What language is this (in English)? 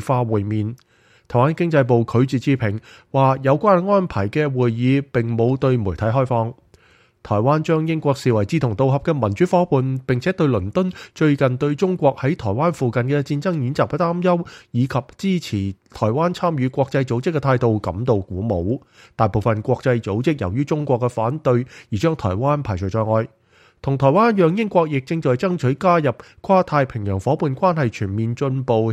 Cantonese